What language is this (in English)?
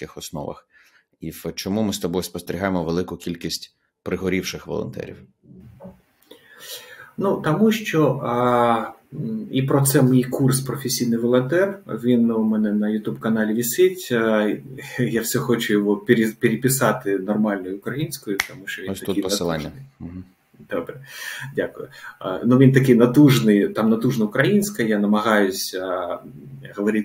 Ukrainian